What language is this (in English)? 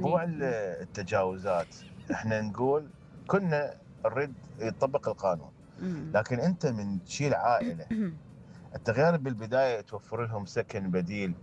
Mesopotamian Arabic